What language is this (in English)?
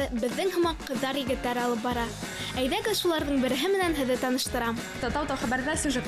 Bashkir